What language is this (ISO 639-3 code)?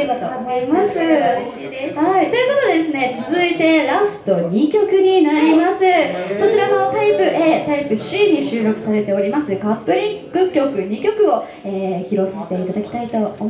jpn